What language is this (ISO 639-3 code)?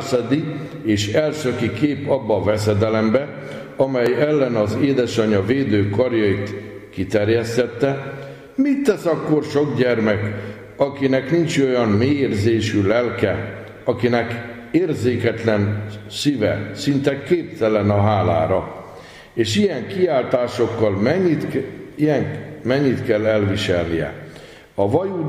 hun